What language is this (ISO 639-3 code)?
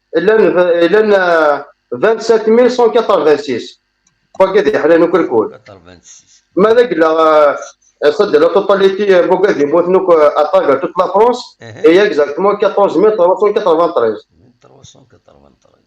kab